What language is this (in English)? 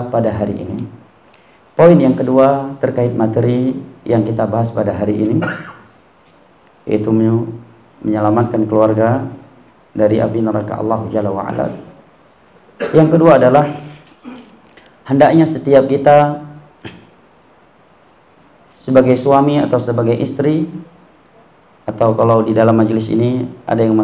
Indonesian